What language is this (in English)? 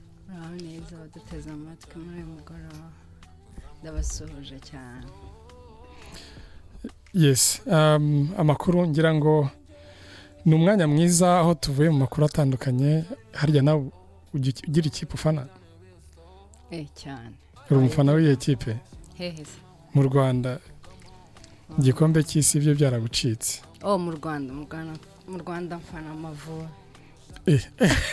Kinyarwanda